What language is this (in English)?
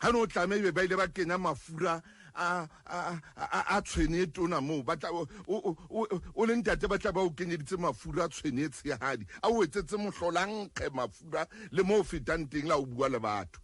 Southern Sotho